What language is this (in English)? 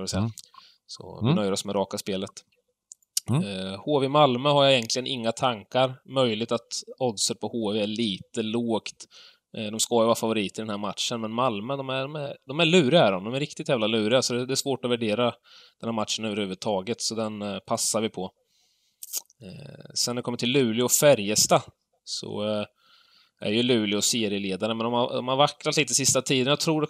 Swedish